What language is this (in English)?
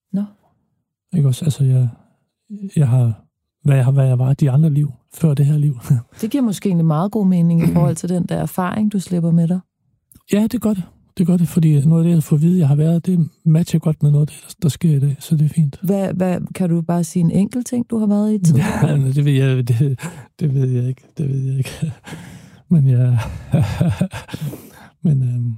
Danish